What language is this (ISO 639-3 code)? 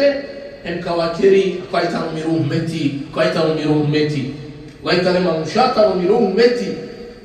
rmn